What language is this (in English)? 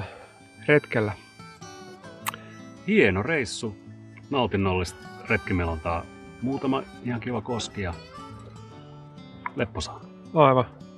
Finnish